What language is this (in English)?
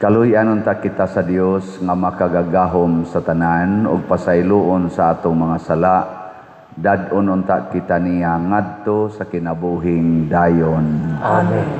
Cebuano